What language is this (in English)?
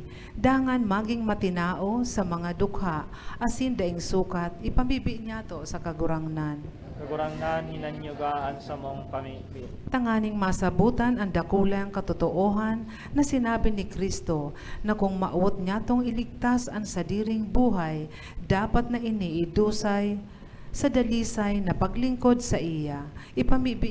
Bikol